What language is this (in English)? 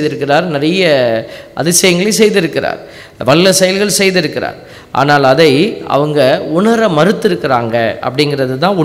Tamil